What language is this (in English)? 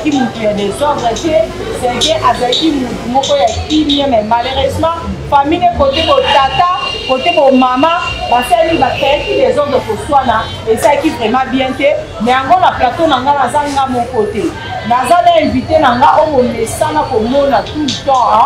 Lingala